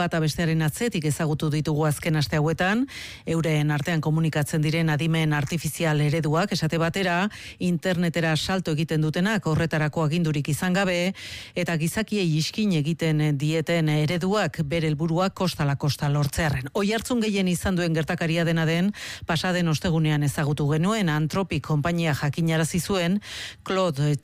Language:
Basque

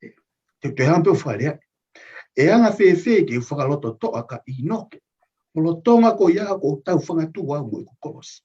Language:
Tongan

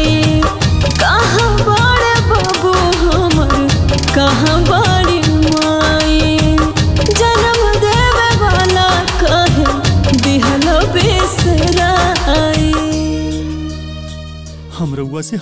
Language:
Bhojpuri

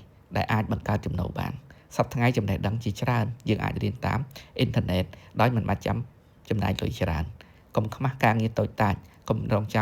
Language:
Khmer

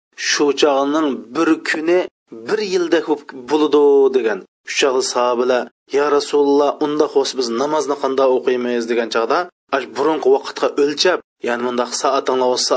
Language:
Uyghur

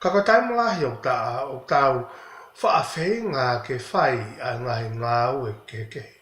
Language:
Tongan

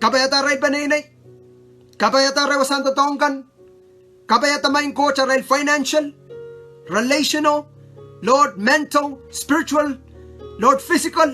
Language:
Pohnpeian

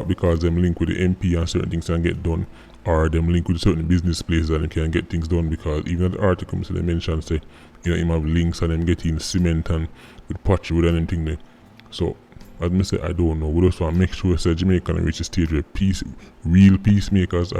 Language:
Jamaican Creole English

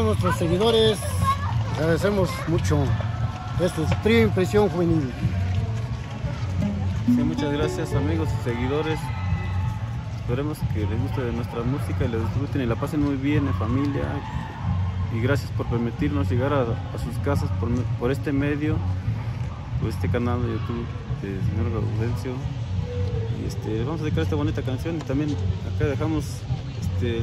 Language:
Spanish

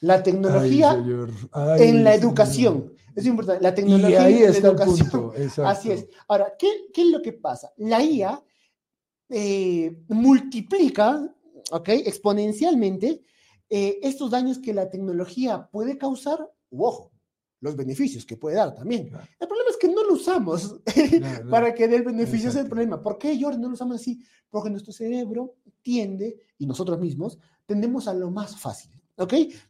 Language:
Spanish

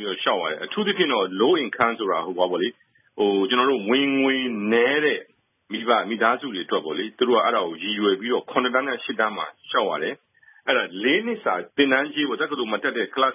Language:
Burmese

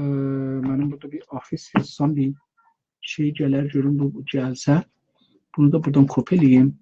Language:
South Azerbaijani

